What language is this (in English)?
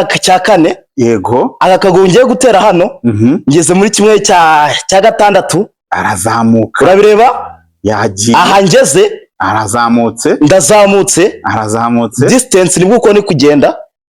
Kinyarwanda